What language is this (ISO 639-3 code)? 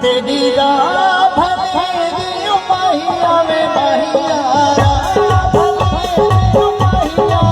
skr